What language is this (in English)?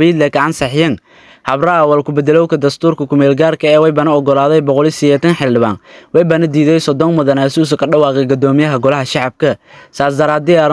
Somali